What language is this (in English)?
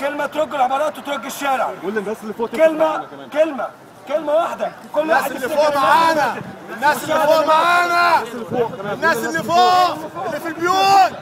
Egyptian Arabic